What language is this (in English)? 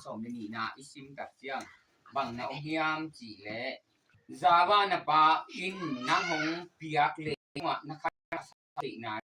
Tedim Chin